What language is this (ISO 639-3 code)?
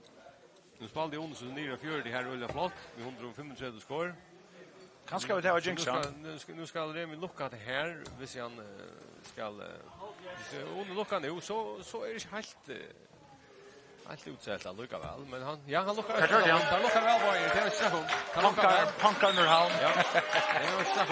fao